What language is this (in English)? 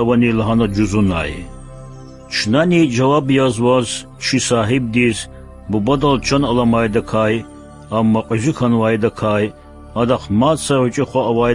Lezghian